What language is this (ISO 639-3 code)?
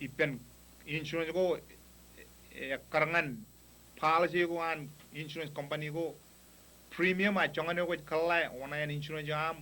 mah